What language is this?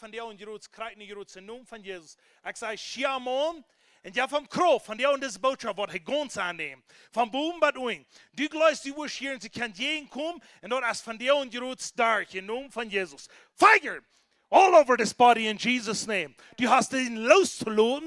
Plautdietsch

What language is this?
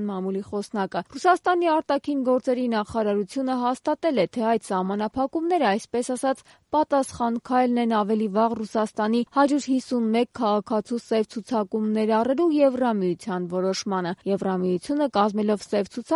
Armenian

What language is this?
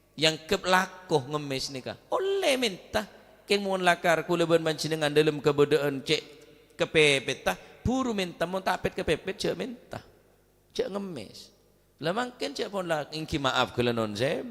Madurese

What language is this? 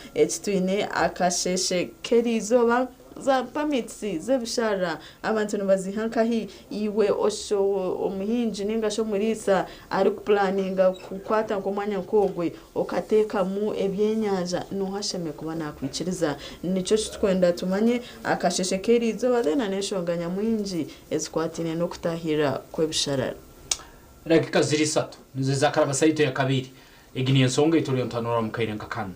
Nyankole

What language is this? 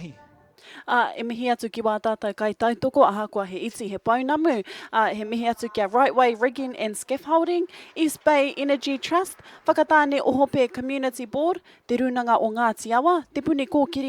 Māori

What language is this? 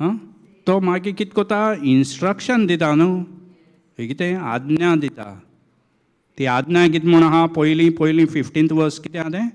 Konkani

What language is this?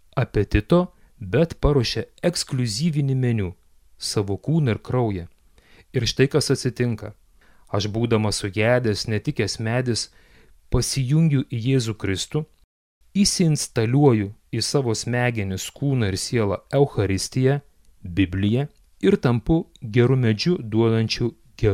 Lithuanian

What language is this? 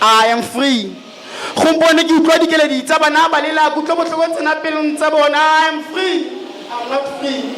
Tswana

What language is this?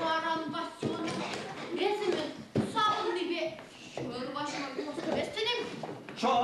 Chuvash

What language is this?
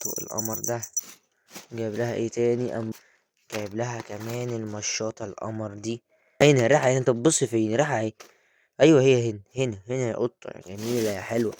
Egyptian Arabic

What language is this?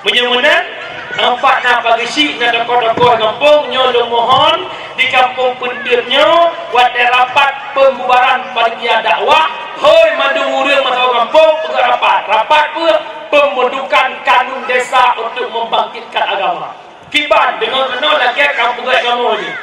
Achinese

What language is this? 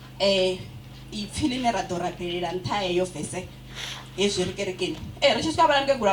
Venda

